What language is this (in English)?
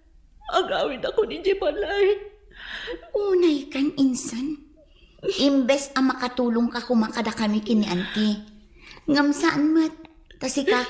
Iloko